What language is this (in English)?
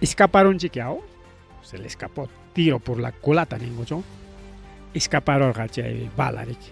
Ayacucho Quechua